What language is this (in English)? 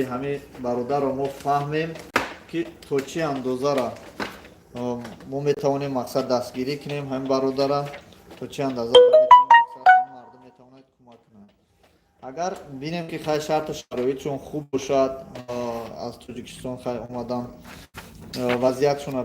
Tajik